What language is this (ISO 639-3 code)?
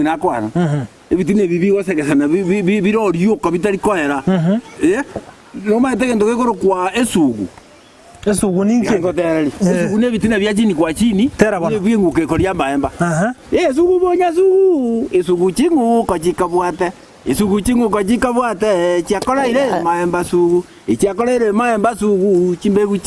guz